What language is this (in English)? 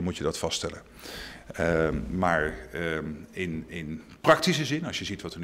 Dutch